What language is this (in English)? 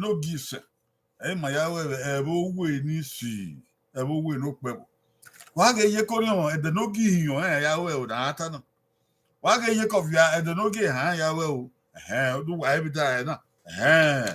Bini